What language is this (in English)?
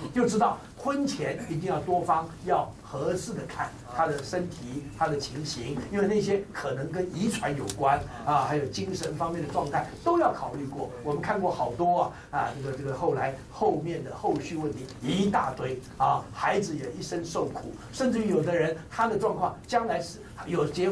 Chinese